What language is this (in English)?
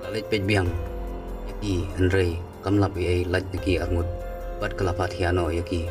Khasi